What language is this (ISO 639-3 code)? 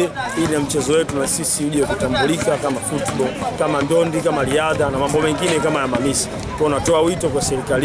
swa